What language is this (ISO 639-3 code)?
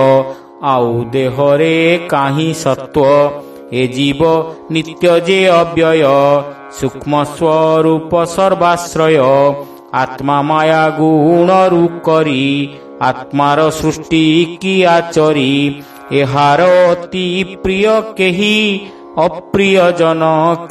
ori